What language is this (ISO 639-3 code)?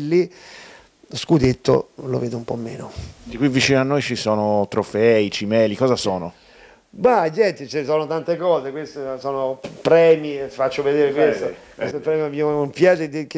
ita